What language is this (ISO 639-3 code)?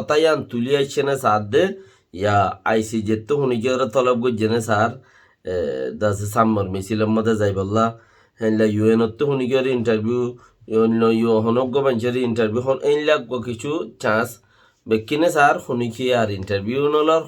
rhg